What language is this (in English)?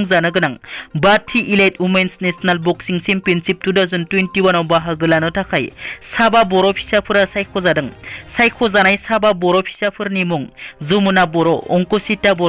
Bodo